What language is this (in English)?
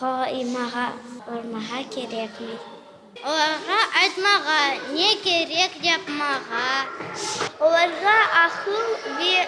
Crimean Tatar